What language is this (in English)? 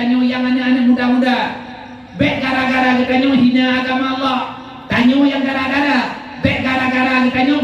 Achinese